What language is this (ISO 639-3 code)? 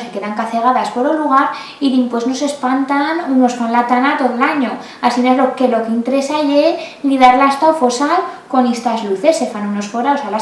arg